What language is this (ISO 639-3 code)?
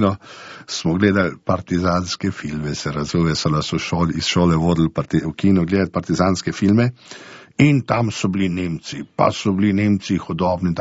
slv